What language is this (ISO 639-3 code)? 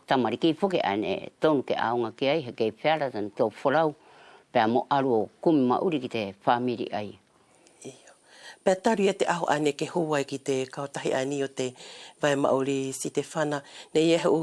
wls